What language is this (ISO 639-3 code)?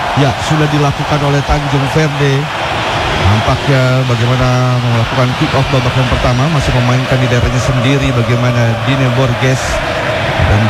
ind